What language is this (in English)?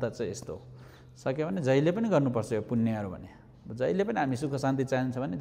Nepali